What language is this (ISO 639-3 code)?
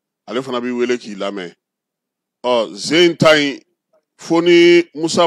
bam